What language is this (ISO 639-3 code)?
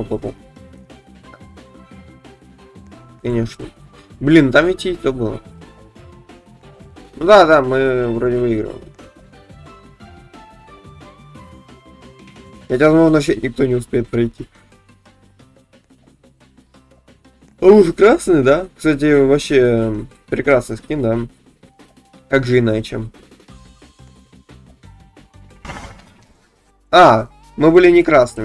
rus